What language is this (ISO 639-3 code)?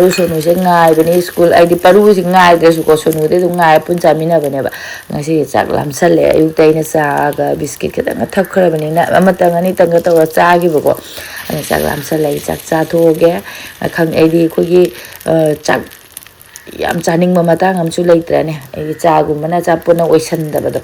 mni